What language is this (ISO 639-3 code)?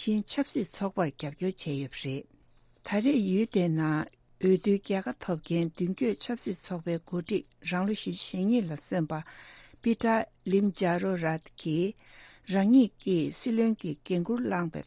bod